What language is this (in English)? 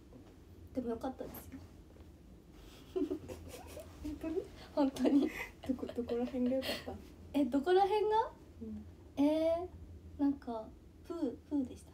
Japanese